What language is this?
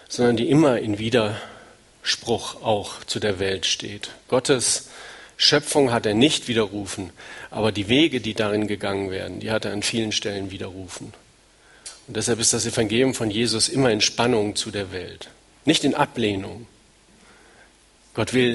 German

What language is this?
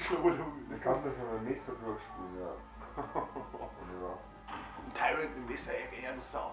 Bavarian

